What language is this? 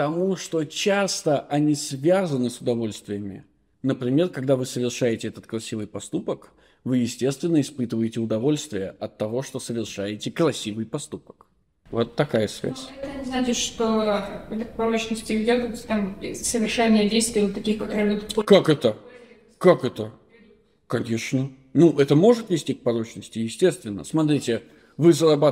Russian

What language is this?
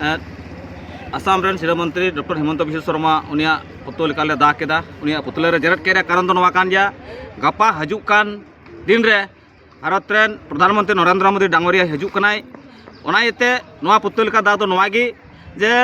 Santali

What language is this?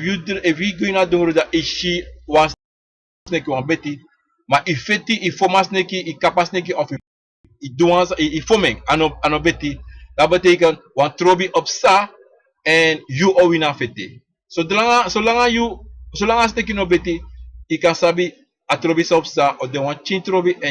Sranan Tongo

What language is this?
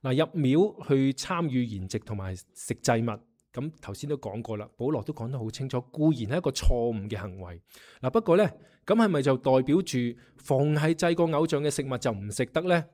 Cantonese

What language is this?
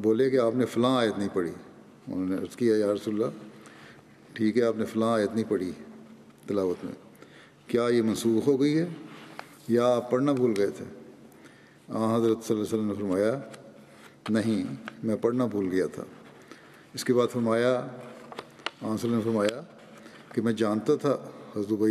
Urdu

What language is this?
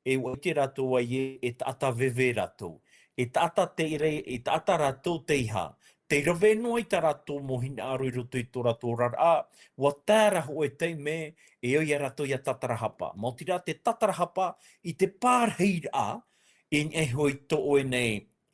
Tahitian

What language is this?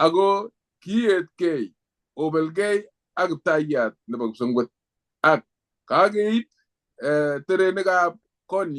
Kalenjin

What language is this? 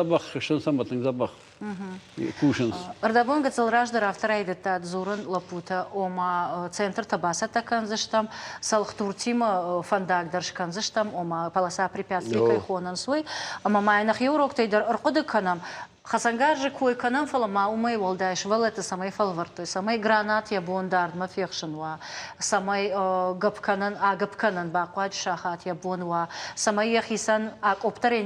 Ossetic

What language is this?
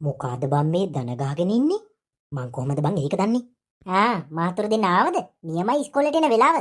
Sinhala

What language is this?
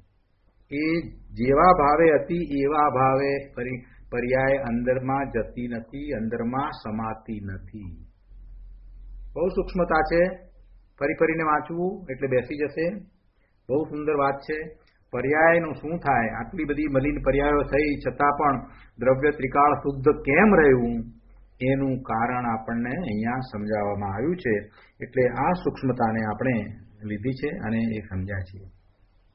Gujarati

